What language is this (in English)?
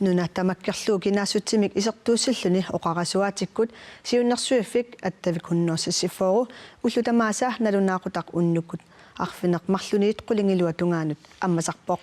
Kalaallisut